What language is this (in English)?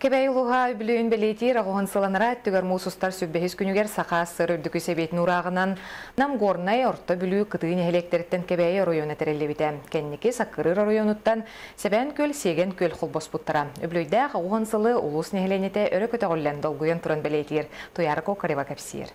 Yakut